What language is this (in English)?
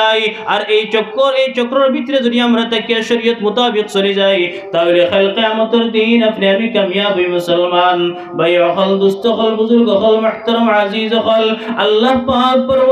Sylheti